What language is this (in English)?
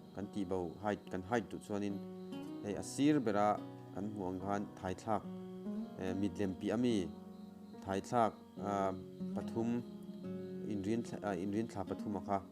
Mizo